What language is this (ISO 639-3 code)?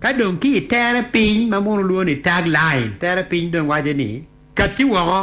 ach